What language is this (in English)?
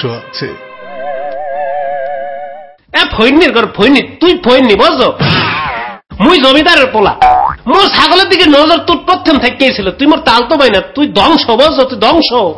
Bangla